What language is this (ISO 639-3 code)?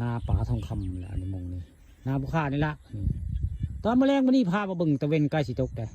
tts